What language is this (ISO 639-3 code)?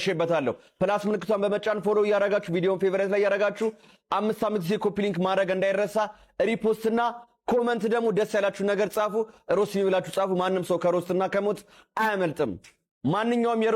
amh